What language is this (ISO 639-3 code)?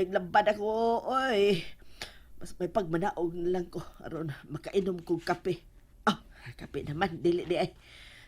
ceb